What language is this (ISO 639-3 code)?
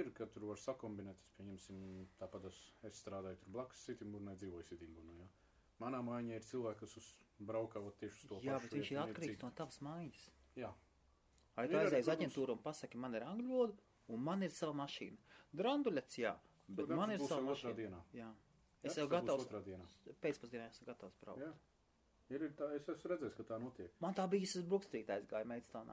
lav